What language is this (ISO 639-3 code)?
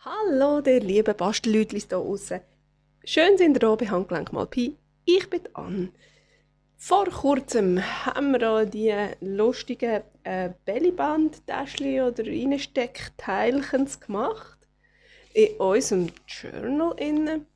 gsw